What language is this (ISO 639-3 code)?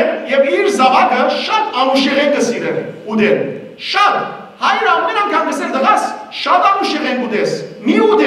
hyw